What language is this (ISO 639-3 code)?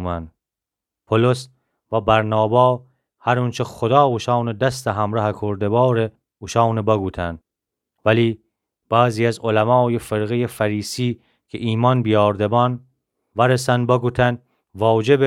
glk